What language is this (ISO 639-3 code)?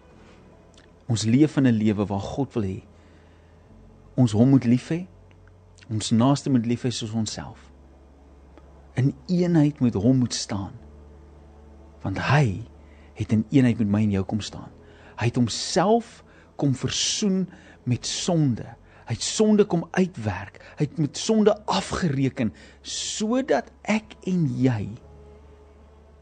afr